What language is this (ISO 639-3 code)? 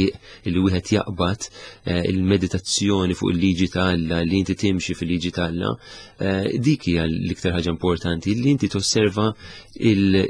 mlt